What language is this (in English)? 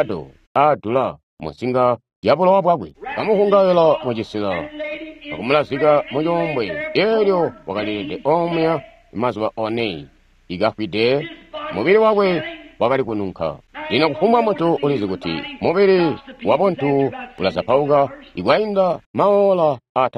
Tonga (Zambia)